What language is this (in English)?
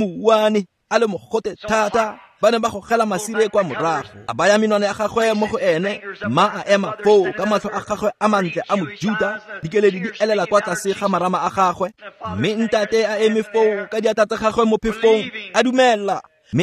Tswana